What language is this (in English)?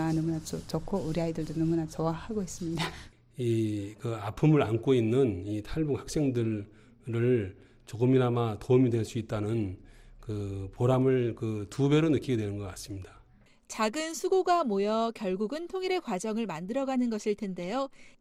Korean